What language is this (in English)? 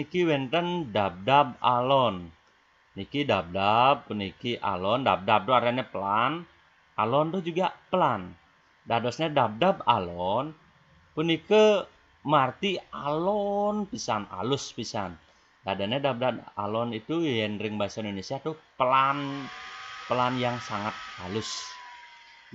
Balinese